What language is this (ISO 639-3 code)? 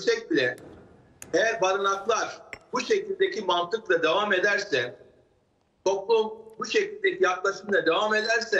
tur